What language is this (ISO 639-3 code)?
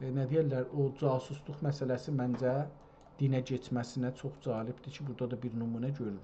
azb